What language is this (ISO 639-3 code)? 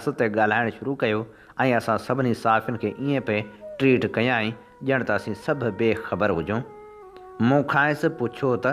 snd